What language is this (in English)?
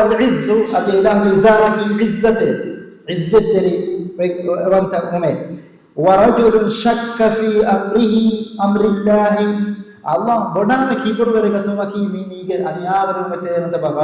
Divehi